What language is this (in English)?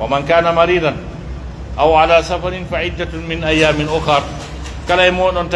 Pular